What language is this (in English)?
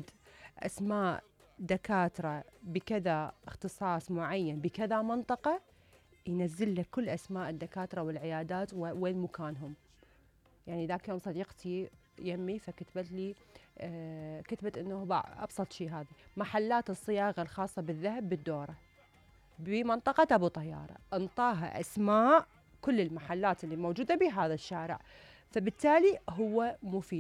Mesopotamian Arabic